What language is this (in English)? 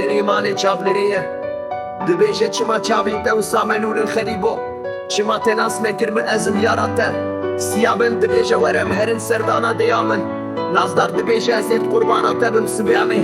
Kurdish